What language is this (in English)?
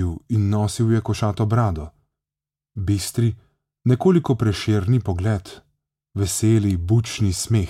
Slovenian